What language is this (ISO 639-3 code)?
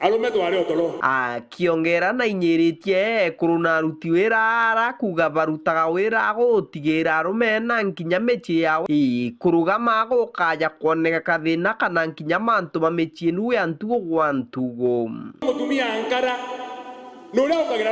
mer